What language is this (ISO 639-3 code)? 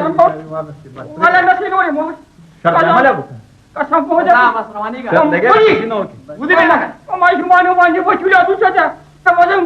pus